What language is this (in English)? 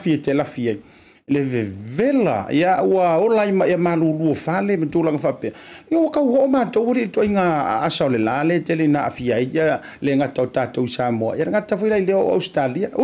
Samoan